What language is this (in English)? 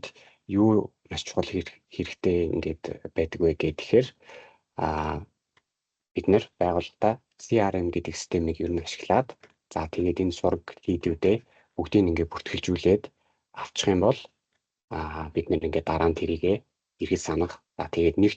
Mongolian